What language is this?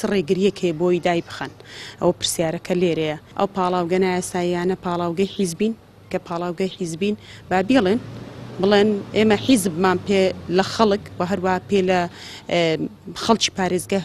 Central Kurdish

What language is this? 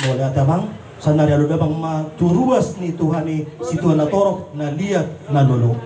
Batak Toba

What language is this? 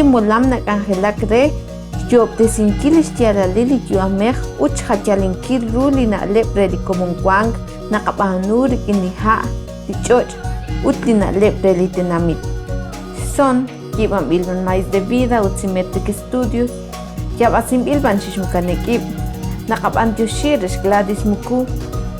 Kekchí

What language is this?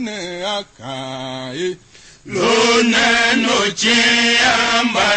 Tiv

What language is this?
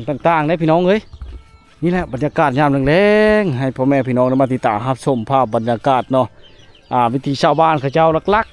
Lao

